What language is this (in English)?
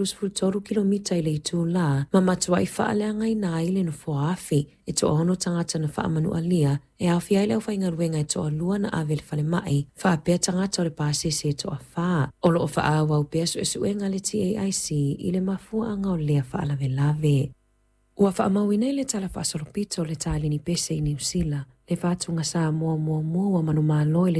Samoan